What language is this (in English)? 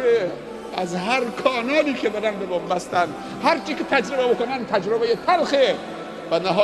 Tajik